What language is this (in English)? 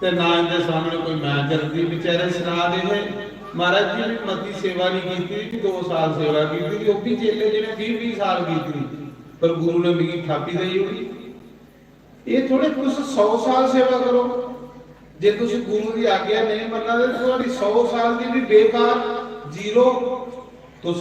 Dogri